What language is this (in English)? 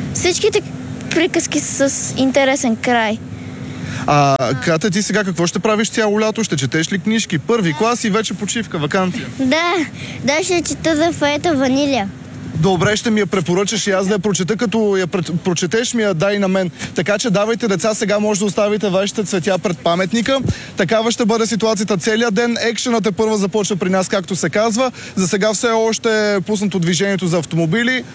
Bulgarian